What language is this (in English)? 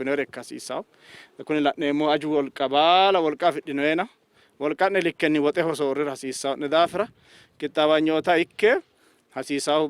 Sidamo